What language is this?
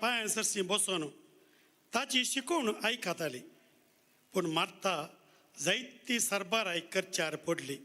Konkani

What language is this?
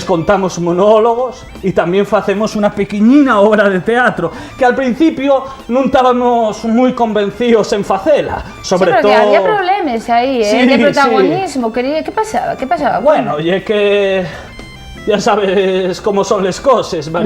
Asturian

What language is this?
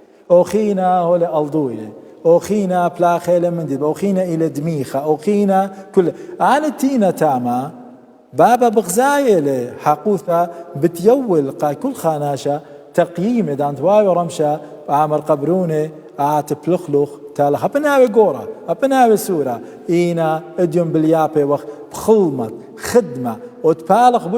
Assyrian Neo-Aramaic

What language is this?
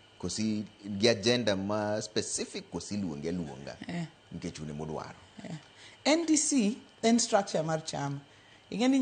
Luo (Kenya and Tanzania)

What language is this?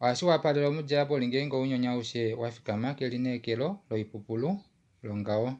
Kuanyama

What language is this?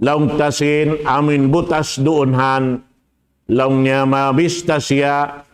Tausug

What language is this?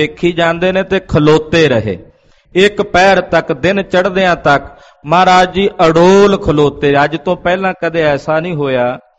Punjabi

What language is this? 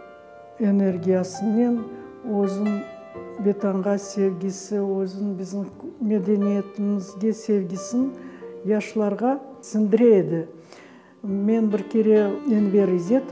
Crimean Tatar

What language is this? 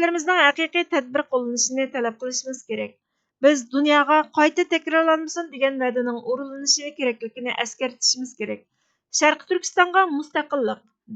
Uyghur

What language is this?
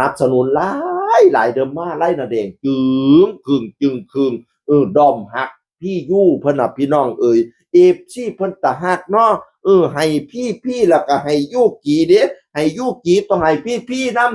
Northeastern Thai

